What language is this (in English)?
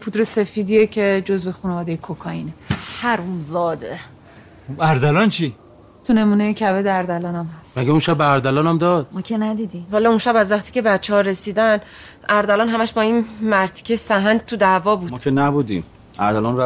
Persian